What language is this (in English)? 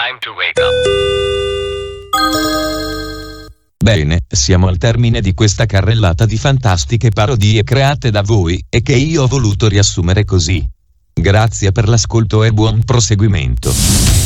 Italian